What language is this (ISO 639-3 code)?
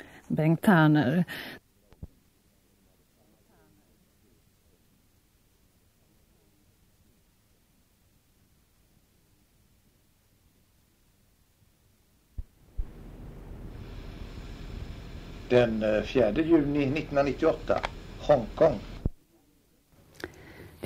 swe